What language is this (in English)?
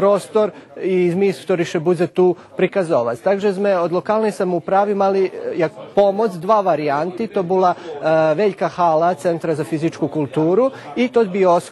Rusyn